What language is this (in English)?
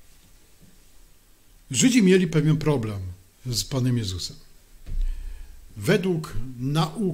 Polish